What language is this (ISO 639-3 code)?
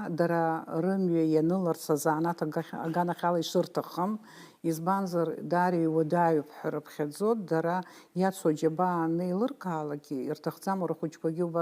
abk